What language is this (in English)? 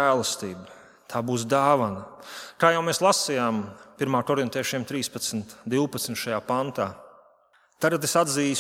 Latvian